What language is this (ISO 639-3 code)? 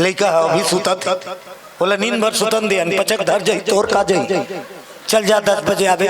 hne